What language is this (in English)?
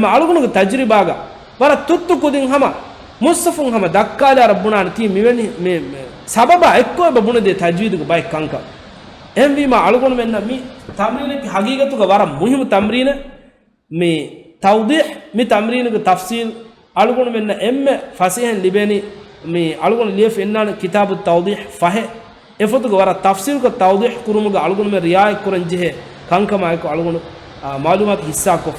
Divehi